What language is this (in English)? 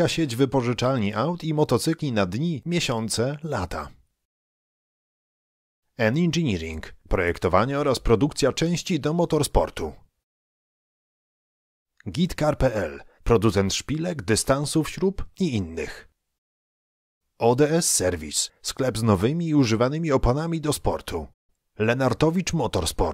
Polish